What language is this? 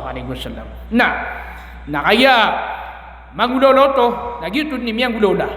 Maranao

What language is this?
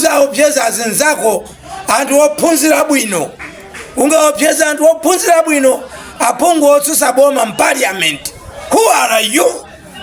Nyanja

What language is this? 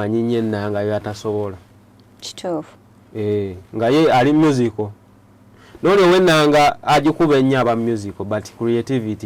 Ganda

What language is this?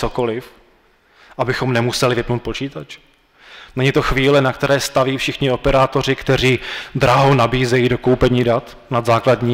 Czech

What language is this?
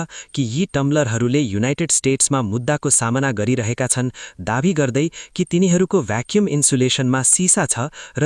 Nepali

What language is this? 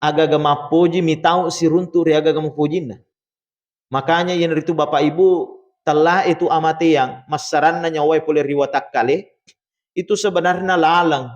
Buginese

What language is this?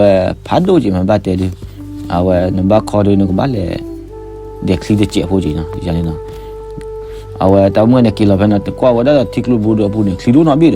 S'gaw Karen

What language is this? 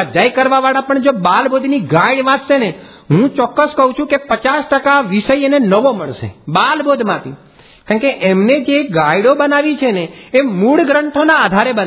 Gujarati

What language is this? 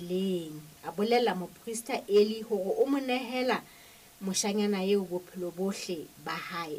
Southern Sotho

